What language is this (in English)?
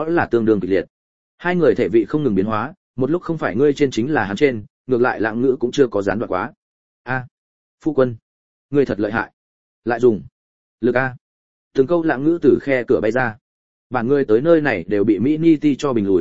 Vietnamese